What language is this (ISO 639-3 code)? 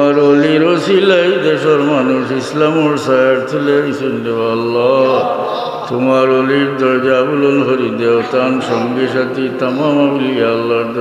syl